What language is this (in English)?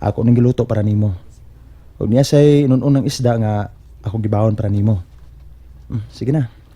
Cebuano